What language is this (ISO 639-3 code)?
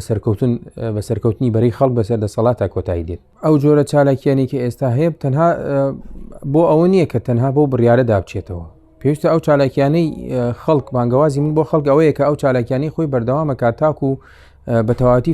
ckb